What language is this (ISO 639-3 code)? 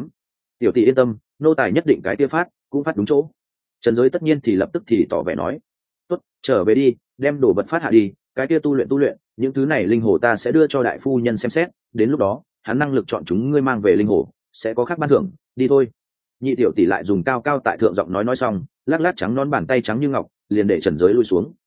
vie